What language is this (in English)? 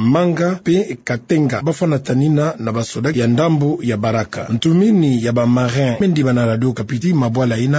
Kituba (Democratic Republic of Congo)